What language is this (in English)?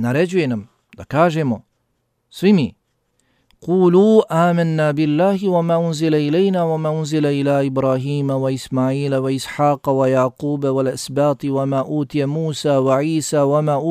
Bosnian